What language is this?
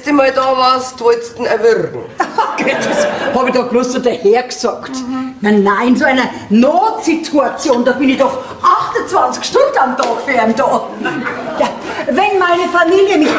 Bavarian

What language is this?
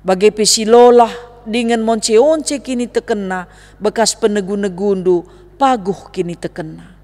Batak Karo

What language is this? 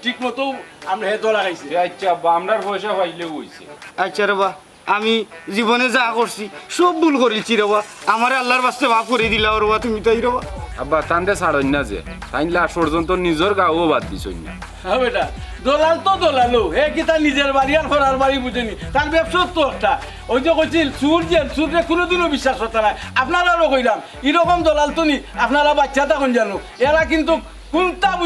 Sylheti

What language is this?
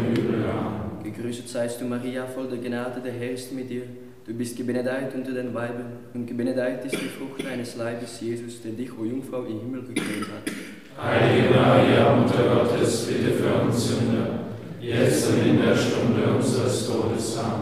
German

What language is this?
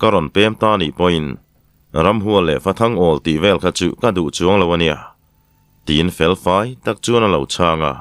Mizo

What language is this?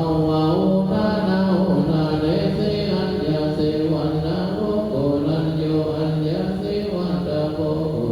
Pali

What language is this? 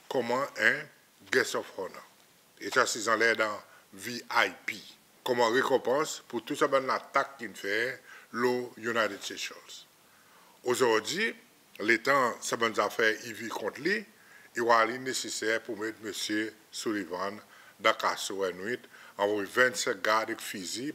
Seselwa Creole French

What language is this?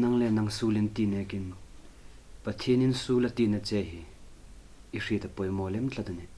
Hmar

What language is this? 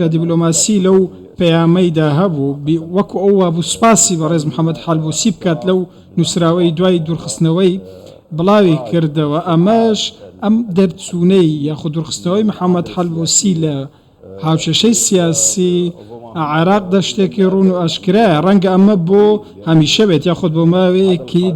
Central Kurdish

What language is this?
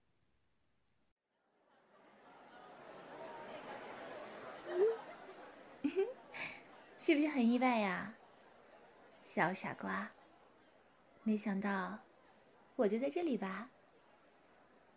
Chinese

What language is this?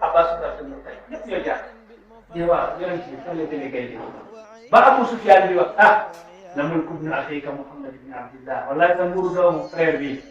Wolof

